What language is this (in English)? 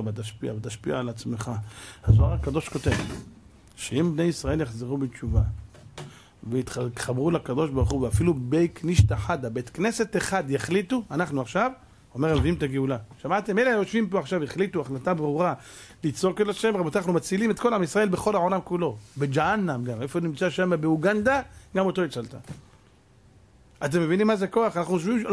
Hebrew